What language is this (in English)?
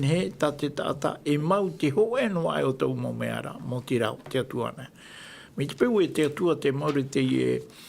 Tahitian